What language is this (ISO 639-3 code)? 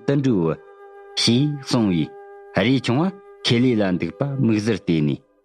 bod